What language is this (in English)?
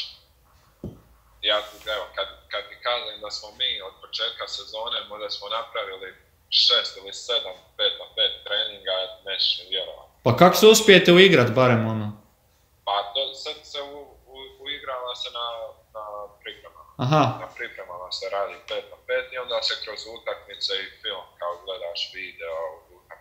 Croatian